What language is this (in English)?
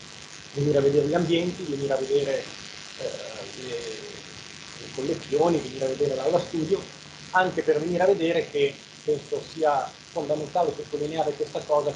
Italian